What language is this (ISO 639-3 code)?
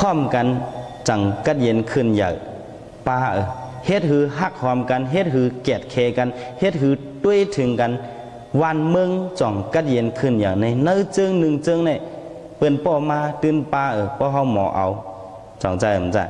shn